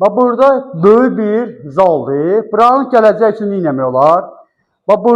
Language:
Azerbaijani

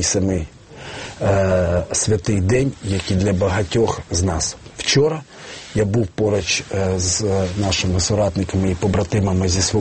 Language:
Ukrainian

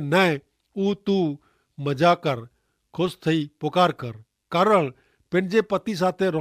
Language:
Kachhi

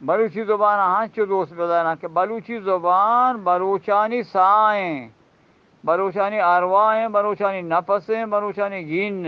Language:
Eastern Balochi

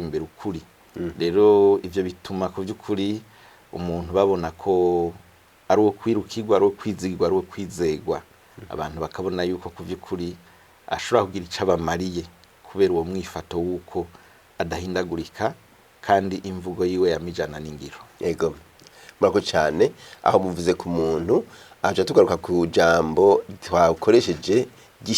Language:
Rundi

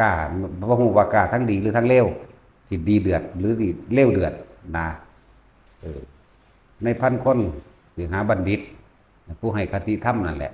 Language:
Lao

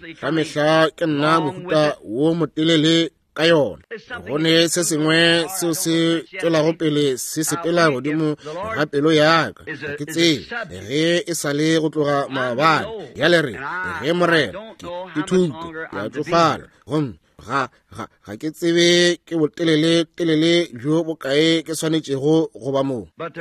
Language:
Northern Sotho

